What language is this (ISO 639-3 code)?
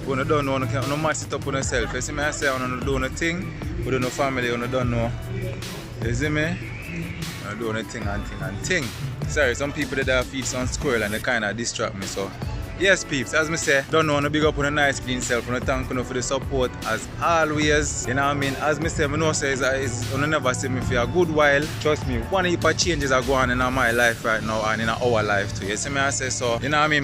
jam